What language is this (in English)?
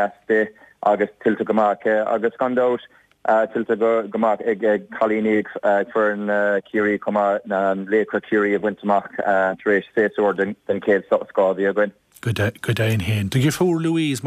Irish